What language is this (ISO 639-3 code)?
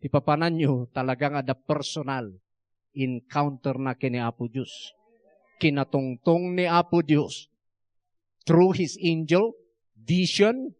ilo